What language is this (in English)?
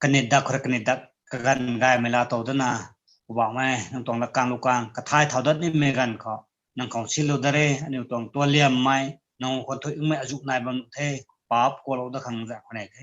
Rongmei Naga